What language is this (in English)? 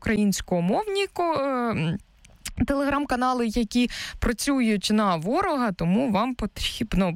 Ukrainian